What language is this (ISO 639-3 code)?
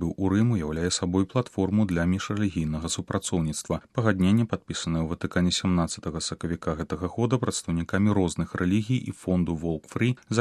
bel